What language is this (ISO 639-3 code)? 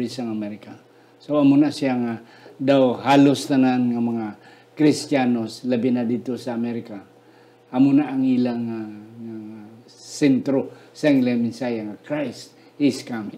hil